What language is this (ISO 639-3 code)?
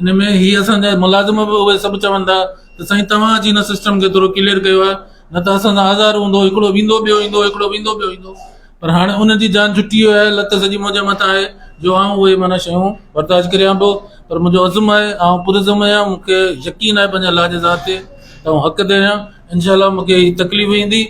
snd